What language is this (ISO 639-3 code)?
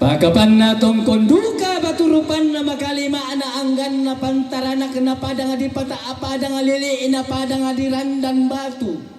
sda